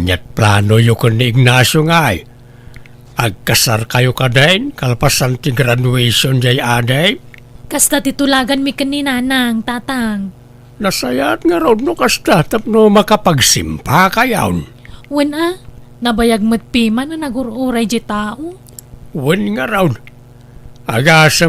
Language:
Iloko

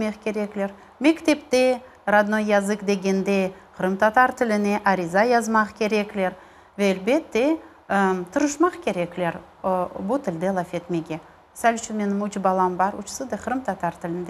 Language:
Crimean Tatar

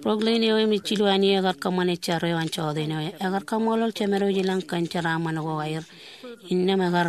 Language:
Marshallese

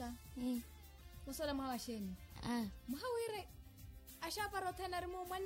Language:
Makhuwa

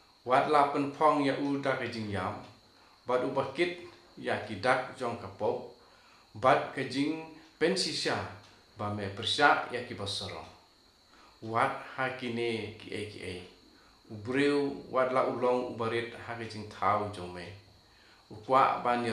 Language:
Khasi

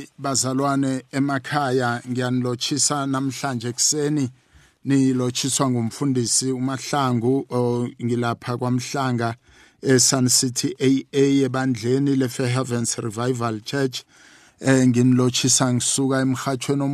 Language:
South Ndebele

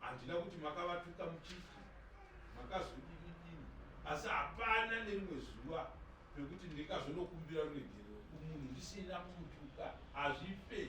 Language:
Shona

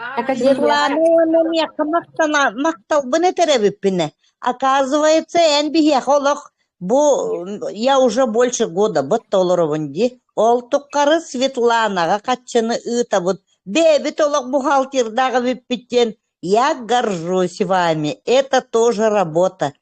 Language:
Yakut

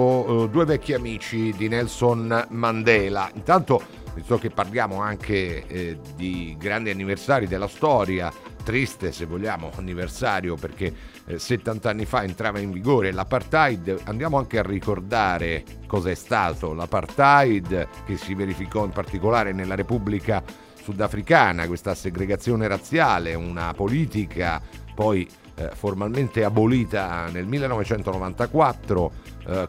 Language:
Italian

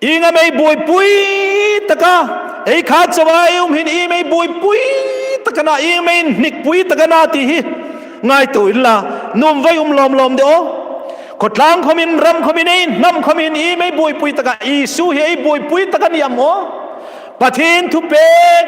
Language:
Hmar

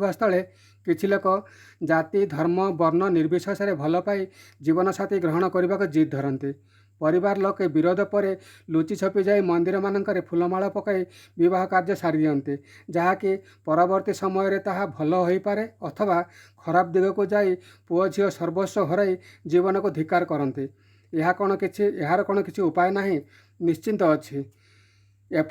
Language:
Odia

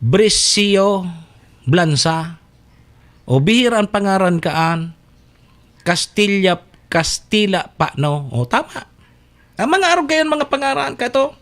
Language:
Bikol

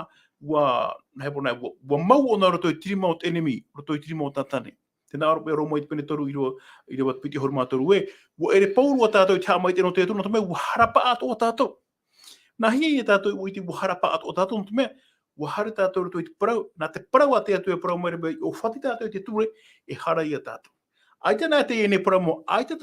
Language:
Tahitian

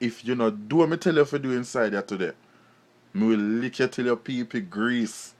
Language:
Jamaican Creole English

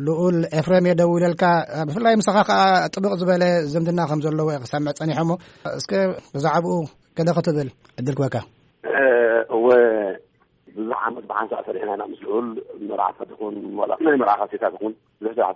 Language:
Tigrinya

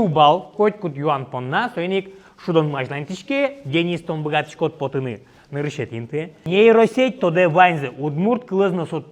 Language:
Udmurt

